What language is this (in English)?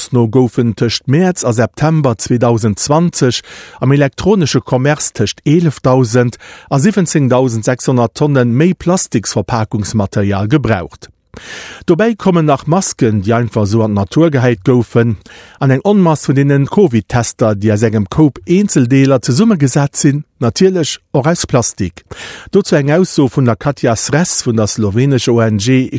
Luxembourgish